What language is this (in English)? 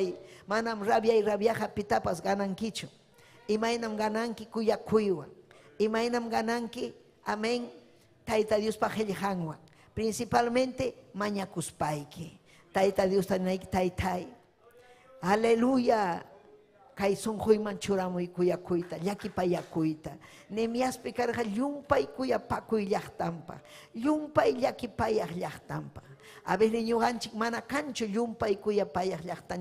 Ayacucho Quechua